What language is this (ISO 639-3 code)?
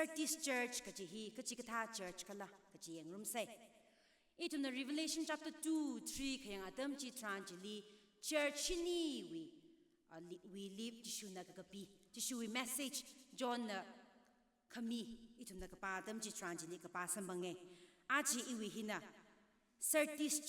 nmf